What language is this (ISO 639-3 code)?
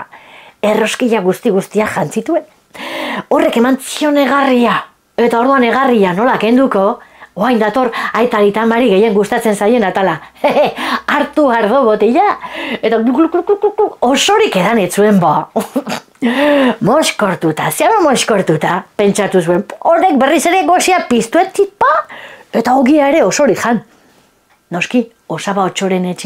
eus